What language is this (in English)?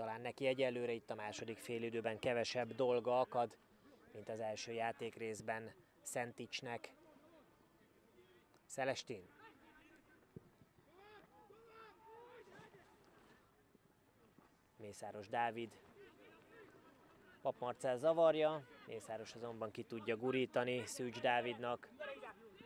Hungarian